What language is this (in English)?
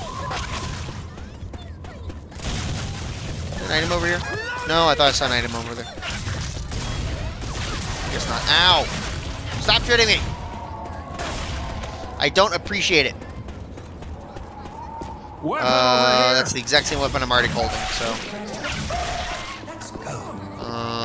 English